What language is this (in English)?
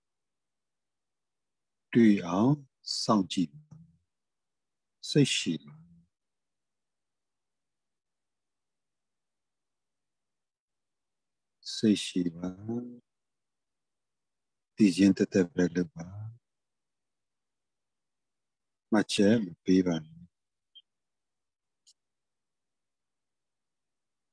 Burmese